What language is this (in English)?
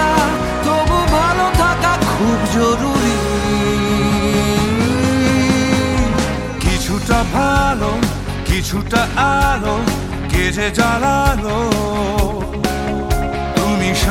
Bangla